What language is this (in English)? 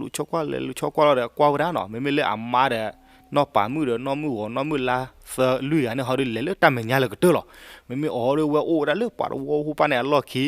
S'gaw Karen